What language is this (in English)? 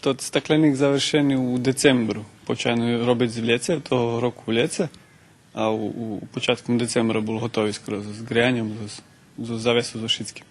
Rusyn